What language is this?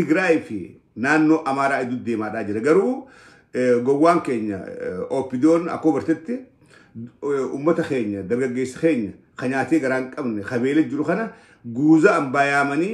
Oromo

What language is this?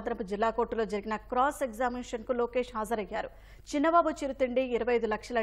Telugu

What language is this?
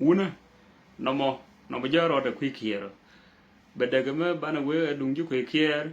Nuer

